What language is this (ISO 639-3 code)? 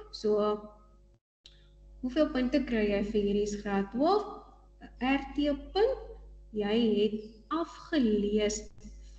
afr